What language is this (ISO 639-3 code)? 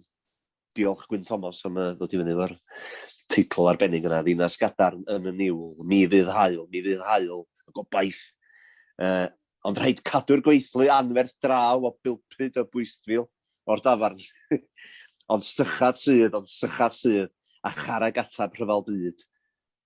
cym